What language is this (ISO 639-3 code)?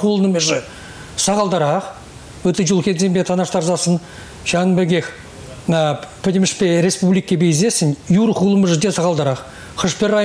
chv